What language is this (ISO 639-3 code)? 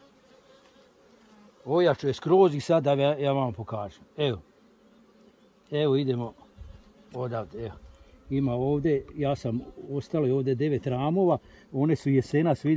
hrv